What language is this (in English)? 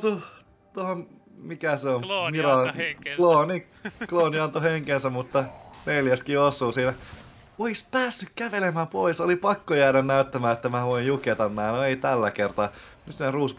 Finnish